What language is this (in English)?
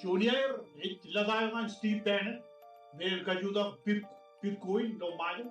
Marshallese